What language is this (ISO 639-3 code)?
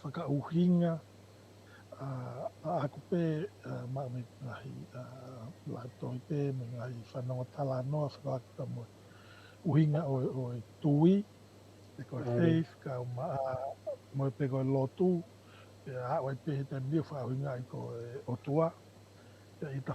ton